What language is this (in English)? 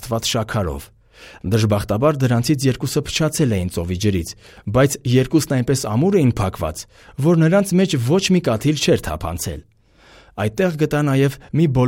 Armenian